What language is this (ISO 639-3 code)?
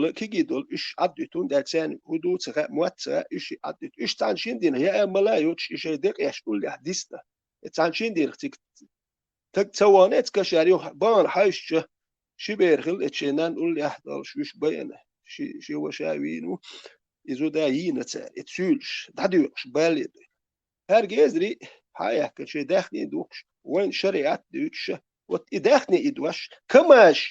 che